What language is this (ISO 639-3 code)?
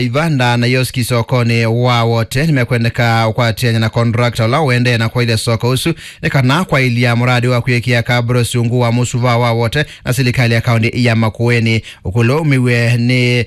kam